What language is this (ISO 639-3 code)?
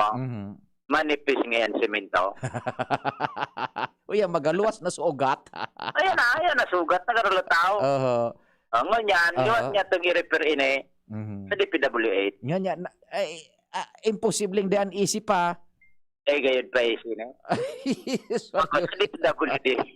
bik